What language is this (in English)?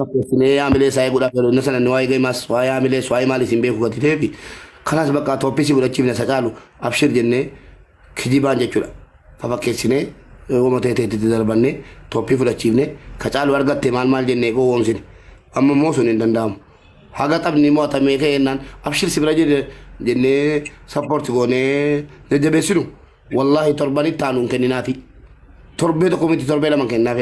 Oromo